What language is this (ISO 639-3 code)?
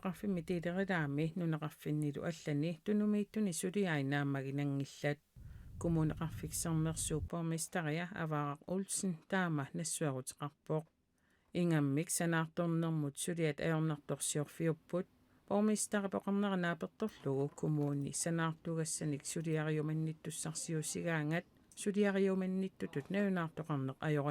kal